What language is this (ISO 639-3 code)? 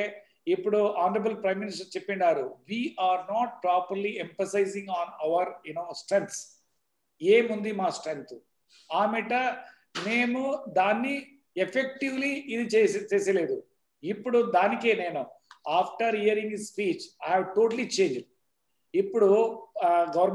tel